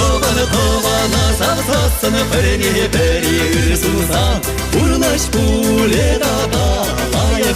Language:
Chuvash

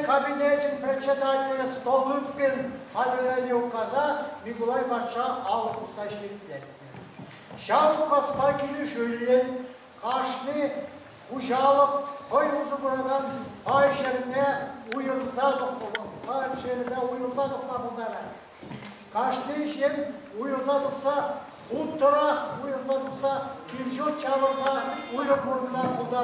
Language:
Chuvash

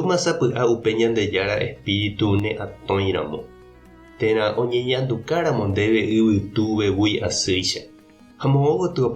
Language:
Guarani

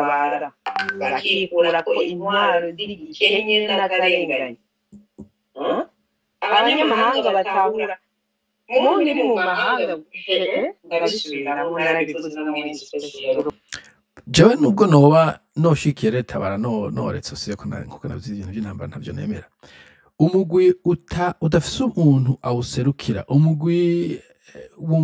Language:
Rundi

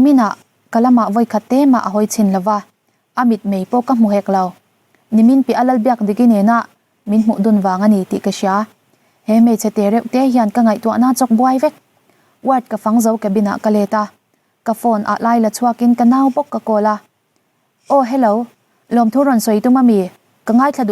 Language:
Mizo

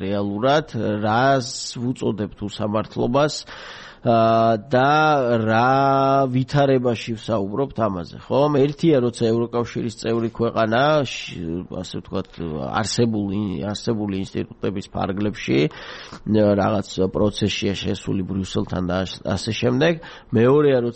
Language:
Georgian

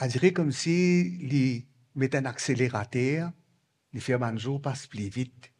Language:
Morisyen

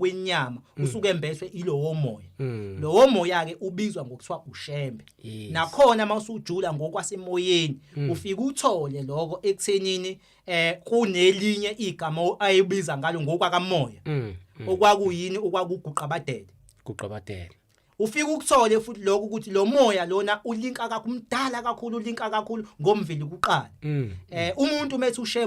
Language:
Zulu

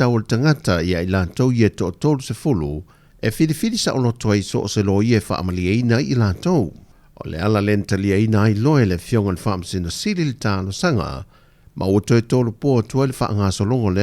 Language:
Samoan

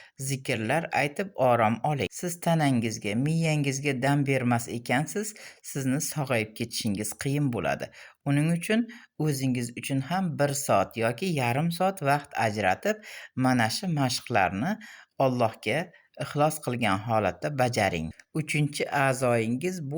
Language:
Uzbek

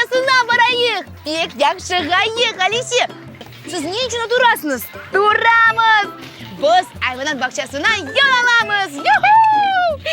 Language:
Crimean Tatar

